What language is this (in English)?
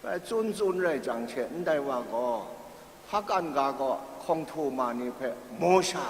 Kachin